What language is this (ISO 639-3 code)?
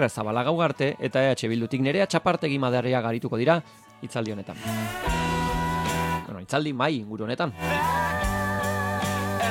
eus